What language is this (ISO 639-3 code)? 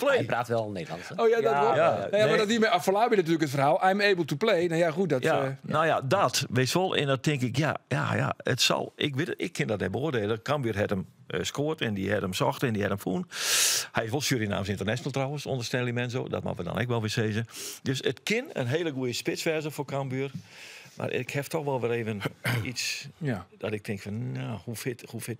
fry